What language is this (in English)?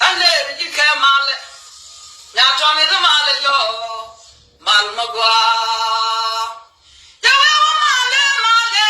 Nuer